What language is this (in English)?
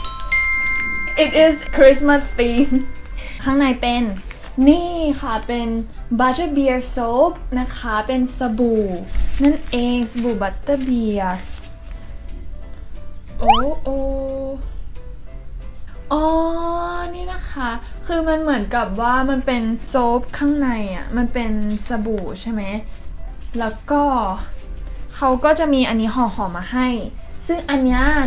Thai